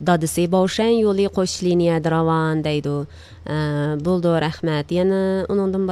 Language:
Uyghur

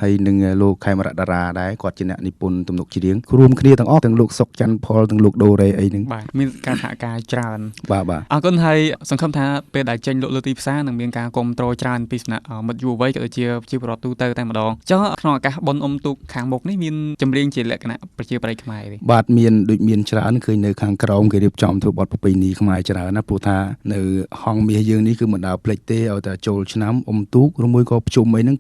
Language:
Khmer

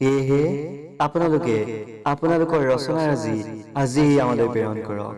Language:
Assamese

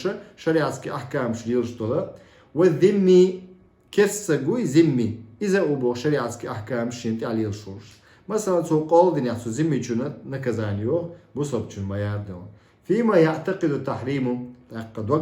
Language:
Chechen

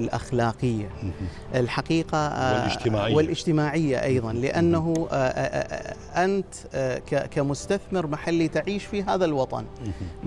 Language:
Arabic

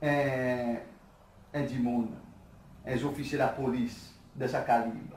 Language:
Seselwa Creole French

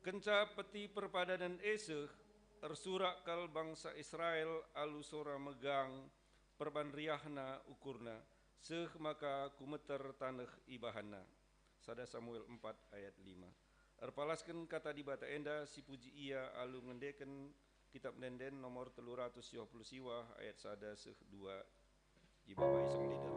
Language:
Batak Karo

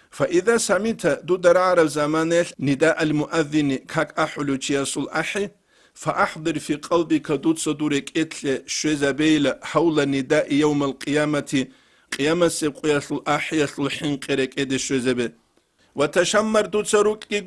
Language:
Avaric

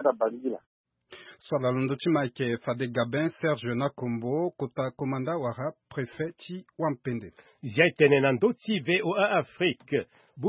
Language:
Sango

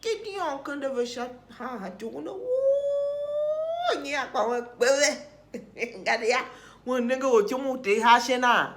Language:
Tiv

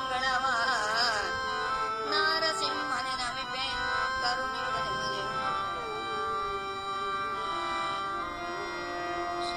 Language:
Kannada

